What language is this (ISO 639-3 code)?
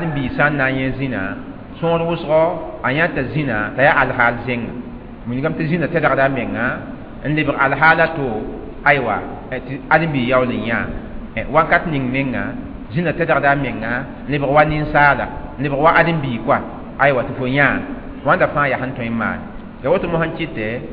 mos